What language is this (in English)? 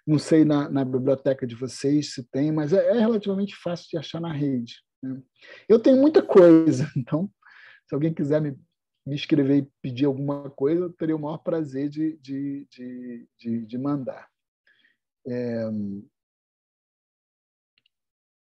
Portuguese